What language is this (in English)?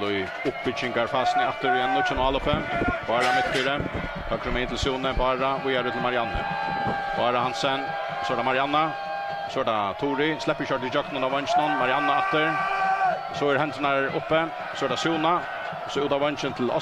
Faroese